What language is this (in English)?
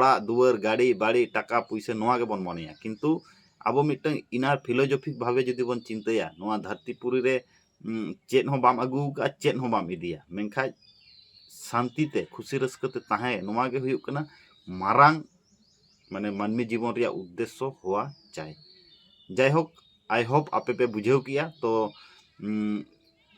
Santali